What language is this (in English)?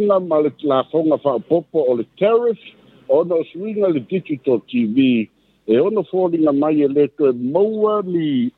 Samoan